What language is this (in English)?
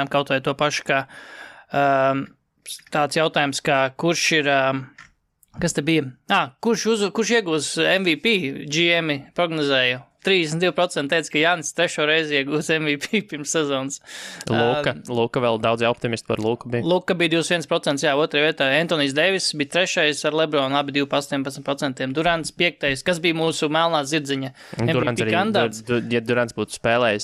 Latvian